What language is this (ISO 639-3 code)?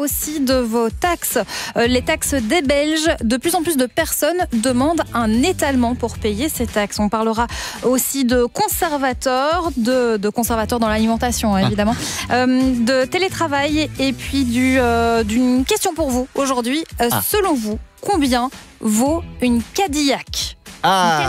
fra